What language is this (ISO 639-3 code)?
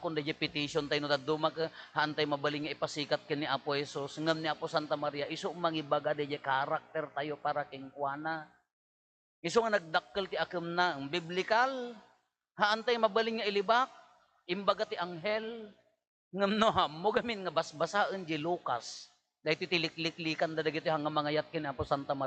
ilo